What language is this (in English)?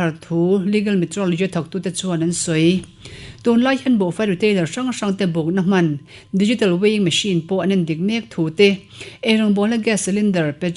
Mizo